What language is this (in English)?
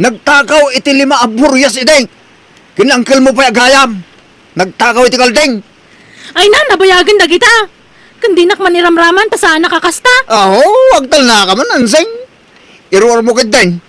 Iloko